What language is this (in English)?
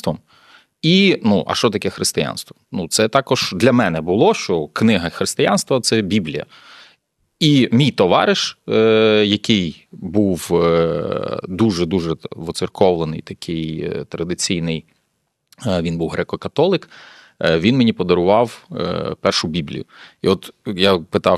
Ukrainian